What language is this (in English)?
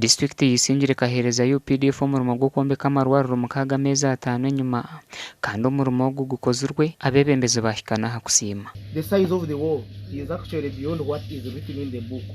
Nyankole